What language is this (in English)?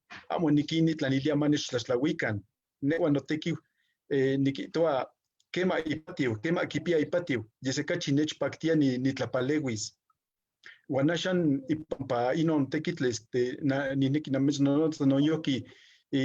Eastern Huasteca Nahuatl